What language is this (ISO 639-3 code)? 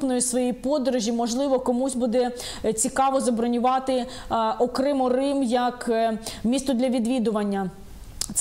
ukr